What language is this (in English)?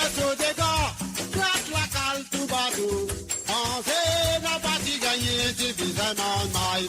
Morisyen